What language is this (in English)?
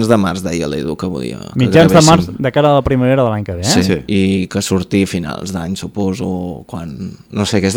Catalan